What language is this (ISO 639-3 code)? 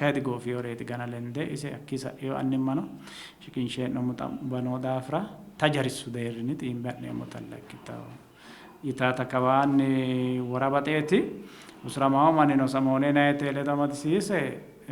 sid